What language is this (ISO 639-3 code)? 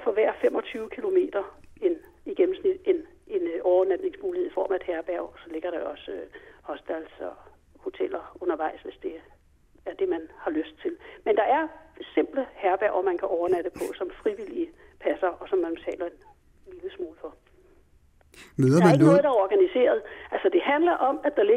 dan